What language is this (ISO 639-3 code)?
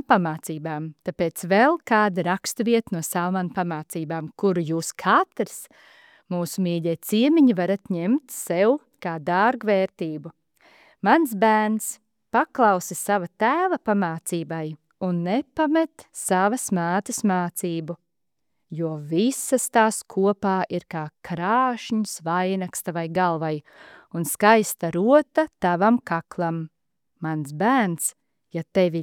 lav